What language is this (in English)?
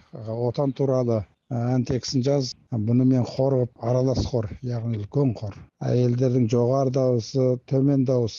Kazakh